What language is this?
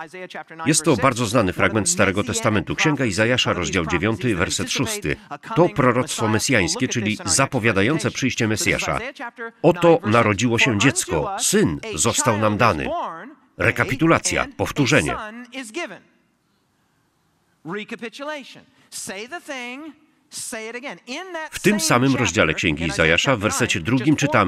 Polish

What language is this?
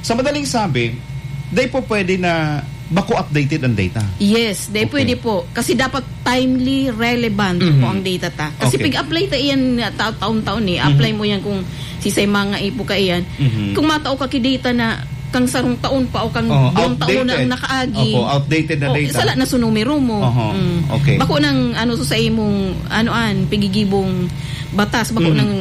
Bikol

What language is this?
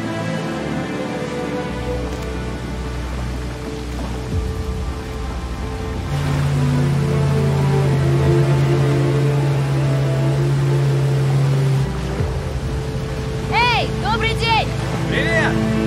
Russian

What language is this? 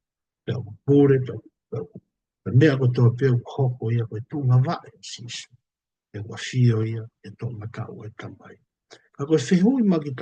Tongan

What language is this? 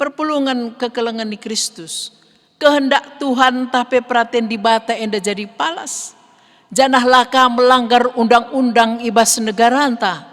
Batak Karo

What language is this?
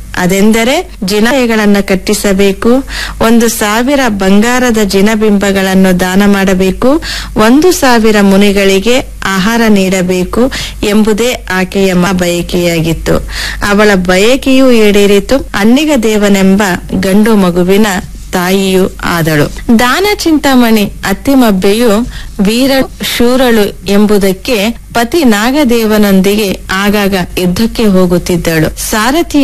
Kannada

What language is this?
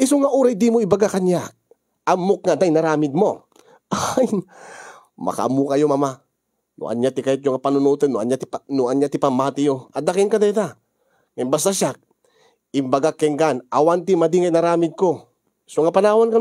Iloko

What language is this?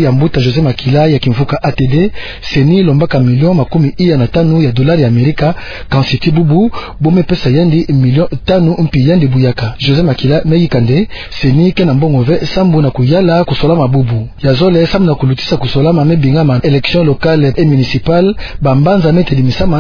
Kituba (Democratic Republic of Congo)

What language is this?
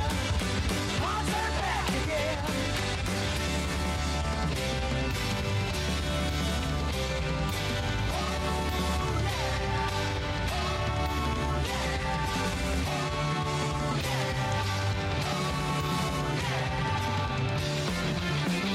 Spanish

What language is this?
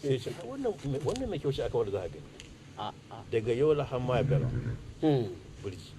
Hausa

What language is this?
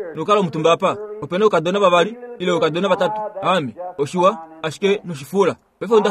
Kuanyama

